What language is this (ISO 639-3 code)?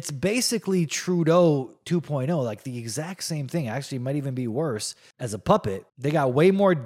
eng